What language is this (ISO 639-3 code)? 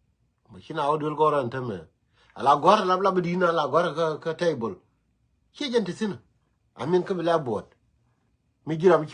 nus